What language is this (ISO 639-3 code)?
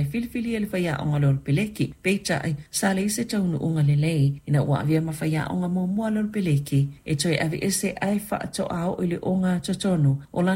smo